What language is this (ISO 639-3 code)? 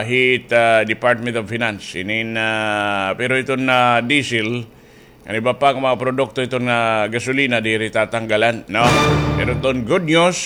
war